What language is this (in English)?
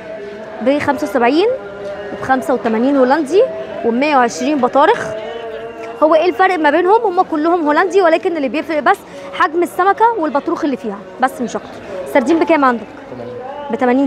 Egyptian Arabic